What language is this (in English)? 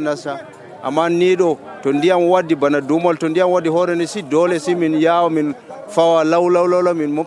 Nigerian Fulfulde